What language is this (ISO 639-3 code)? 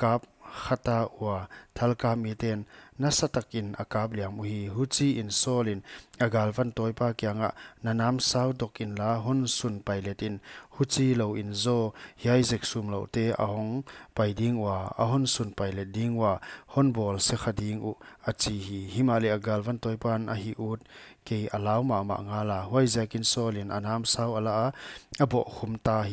pck